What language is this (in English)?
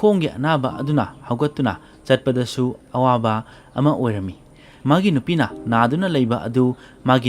Manipuri